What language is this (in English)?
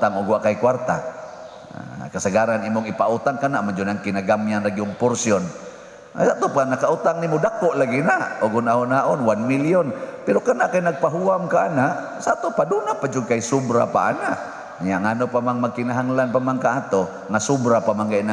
Cebuano